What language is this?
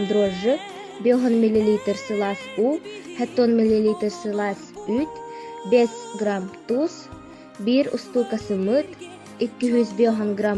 Yakut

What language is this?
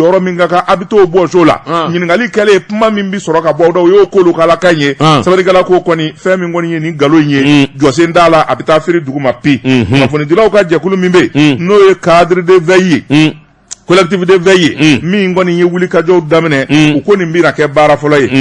Bambara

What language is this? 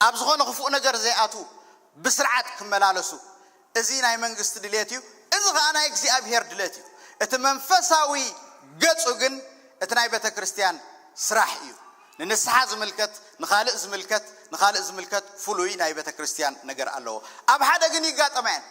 Tigrinya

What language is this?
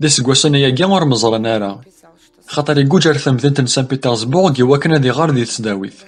Kabyle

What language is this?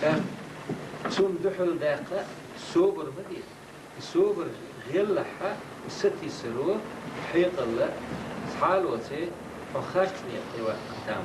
Chechen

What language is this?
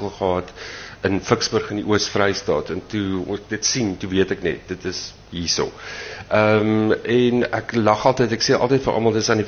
Afrikaans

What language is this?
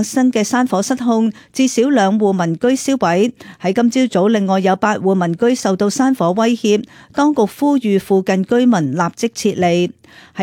Cantonese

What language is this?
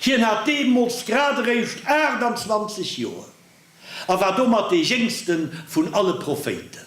Luxembourgish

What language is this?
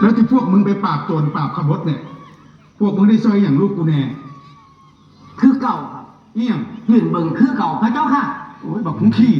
Northeastern Thai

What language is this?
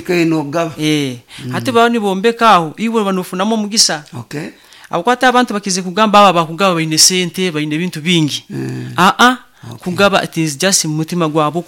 Nyoro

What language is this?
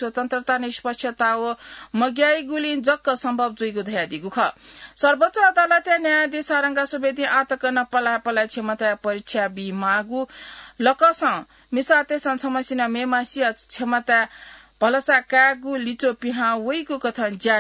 Newari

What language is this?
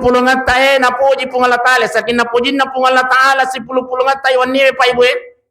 Buginese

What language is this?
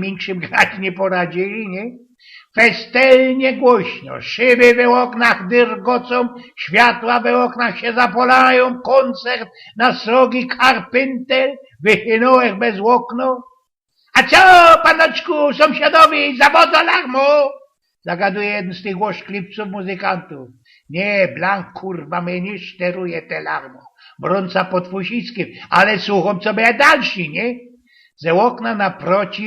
Silesian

